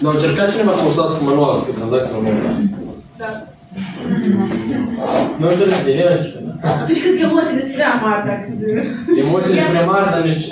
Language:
Romanian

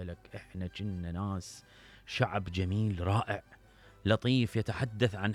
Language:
Mesopotamian Arabic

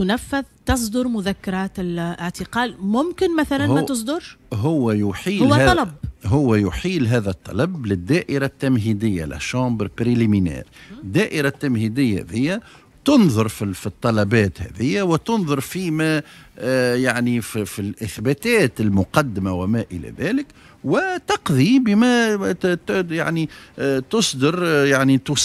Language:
Tunisian Arabic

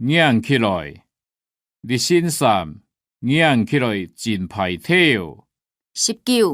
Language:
Hakka Chinese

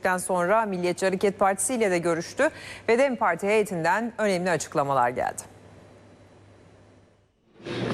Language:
Turkish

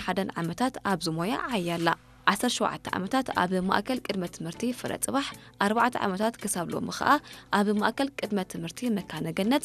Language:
Tigrinya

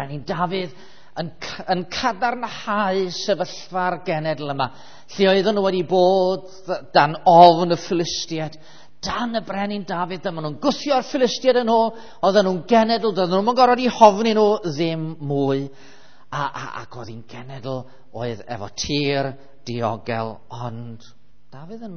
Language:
Welsh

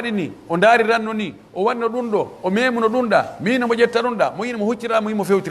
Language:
Pular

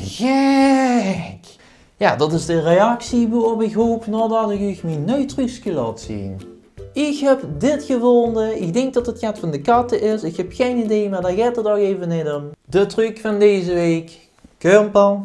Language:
Limburgish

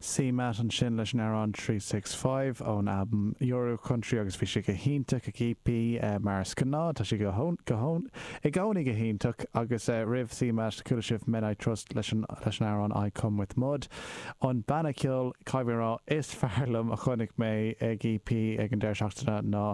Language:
Irish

